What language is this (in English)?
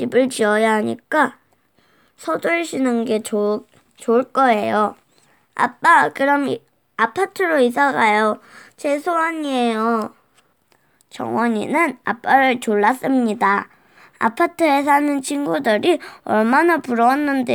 Korean